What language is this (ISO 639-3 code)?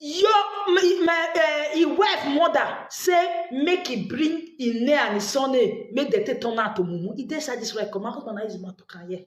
pcm